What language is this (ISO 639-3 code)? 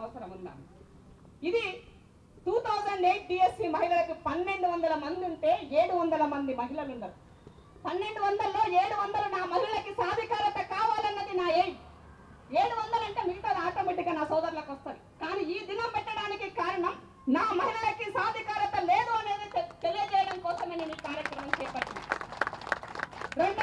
tel